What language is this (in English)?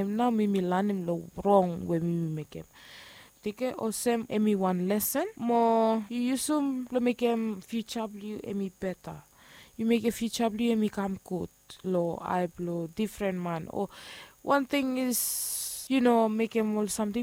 Bislama